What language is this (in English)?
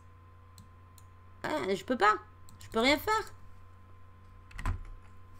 French